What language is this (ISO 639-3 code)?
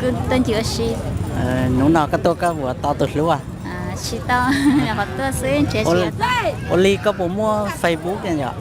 hmn